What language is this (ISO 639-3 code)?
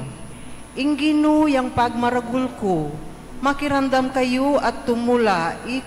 pam